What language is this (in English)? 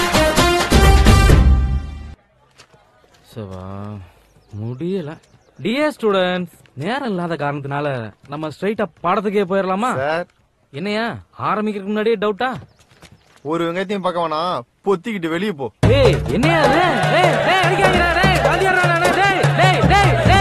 Tamil